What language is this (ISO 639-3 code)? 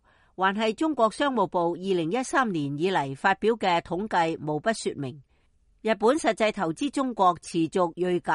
yue